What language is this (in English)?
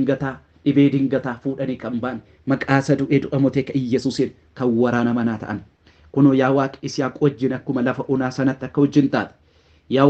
Oromo